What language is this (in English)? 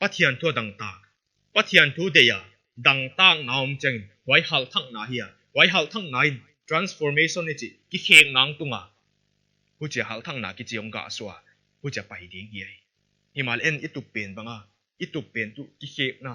Paite Chin